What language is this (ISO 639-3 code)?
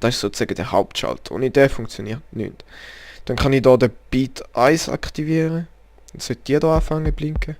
gsw